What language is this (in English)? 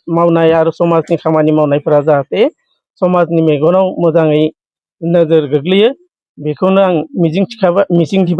Bodo